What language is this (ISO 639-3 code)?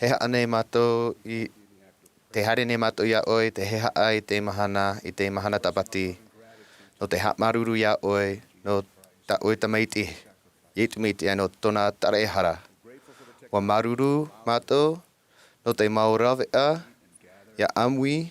tah